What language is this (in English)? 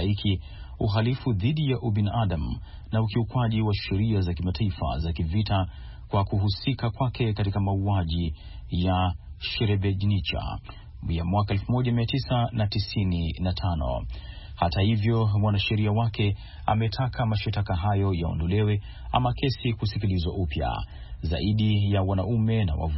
Swahili